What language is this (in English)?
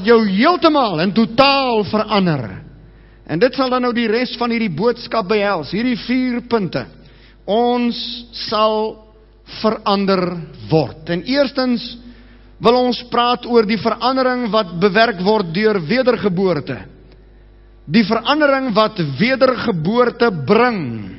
Afrikaans